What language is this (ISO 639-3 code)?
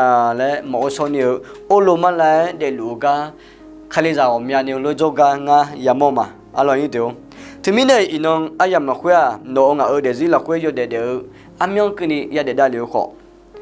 ahk